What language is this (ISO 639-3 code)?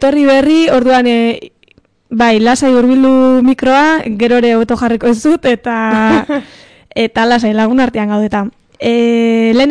eus